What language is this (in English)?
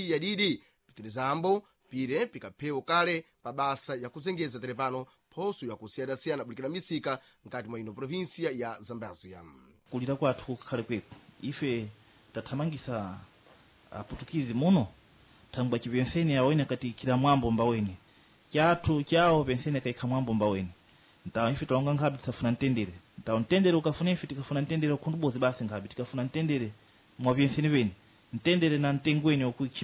Sena